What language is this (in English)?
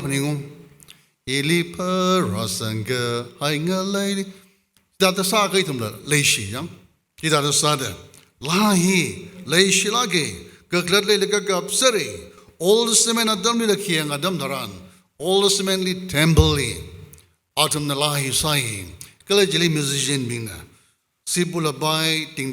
Tangkhul Naga (India)